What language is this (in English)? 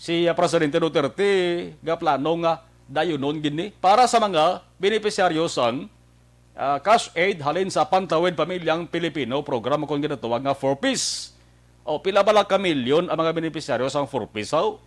Hiligaynon